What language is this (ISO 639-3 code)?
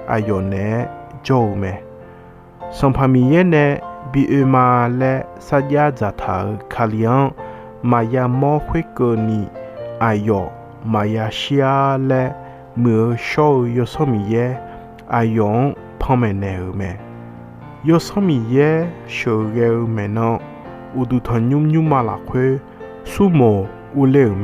ahk